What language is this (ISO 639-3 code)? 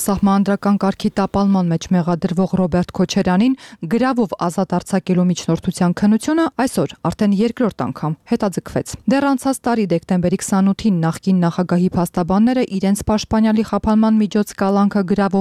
hye